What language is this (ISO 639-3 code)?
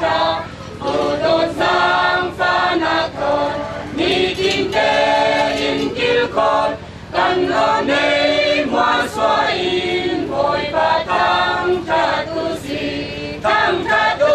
cfm